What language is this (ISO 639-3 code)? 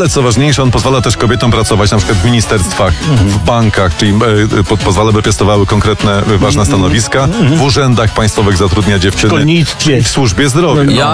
pol